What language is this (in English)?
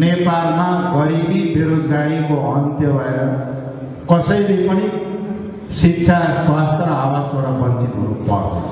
Nepali